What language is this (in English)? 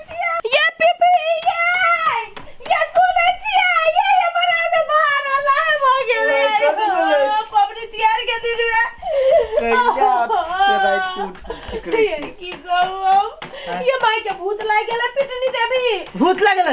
Maithili